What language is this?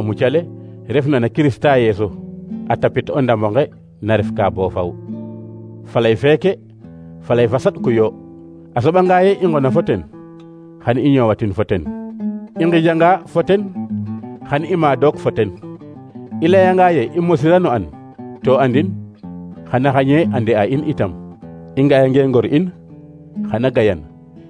Serer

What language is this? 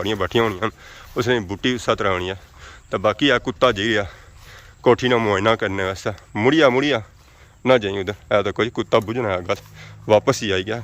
Pahari-Potwari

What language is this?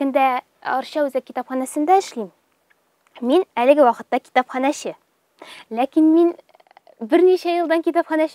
Tatar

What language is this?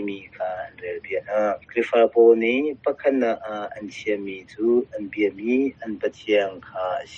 Hakha Chin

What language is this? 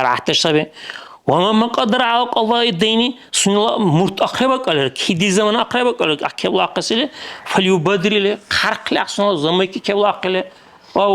Dargwa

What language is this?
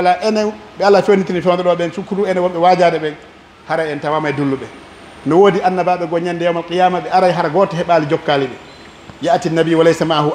Pular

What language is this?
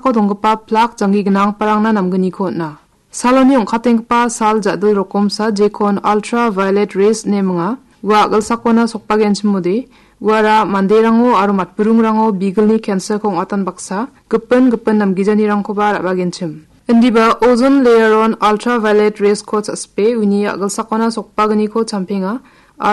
Garo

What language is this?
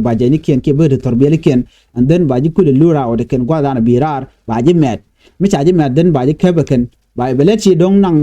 Nuer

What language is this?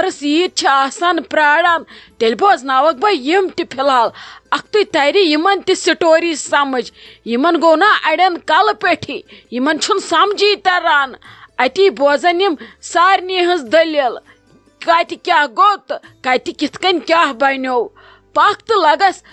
Kashmiri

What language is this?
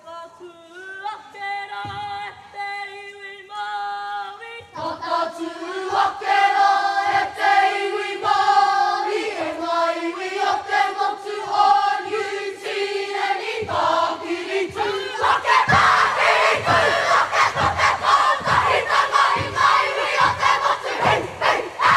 Māori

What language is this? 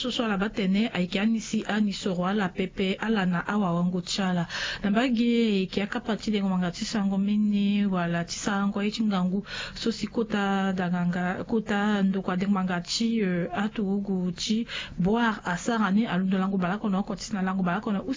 Sango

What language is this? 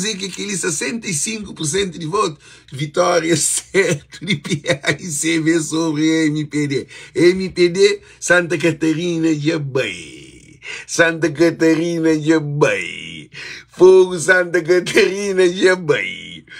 Kabuverdianu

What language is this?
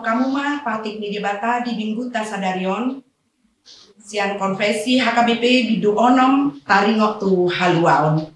Batak Toba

